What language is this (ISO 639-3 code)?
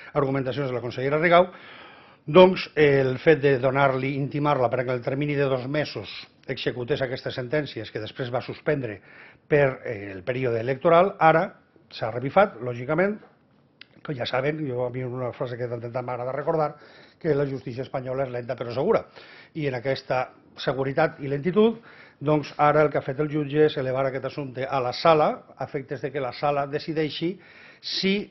cat